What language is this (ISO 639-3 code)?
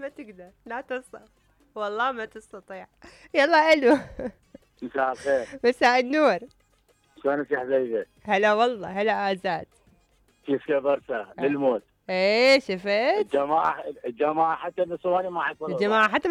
acm